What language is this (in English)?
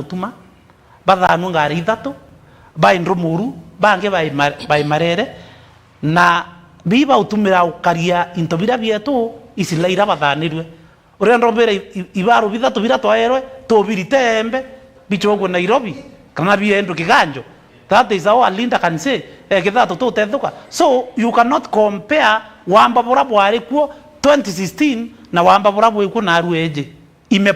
Meru